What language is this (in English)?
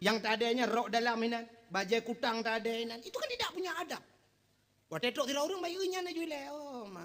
Achinese